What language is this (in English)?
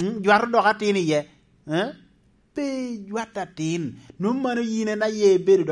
Lango (Uganda)